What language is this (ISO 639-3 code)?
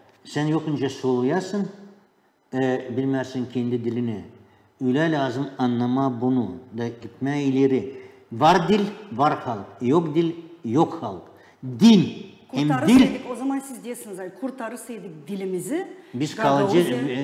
gag